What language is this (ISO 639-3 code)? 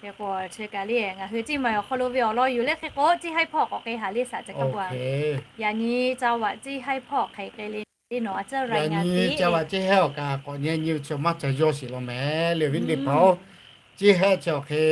lhu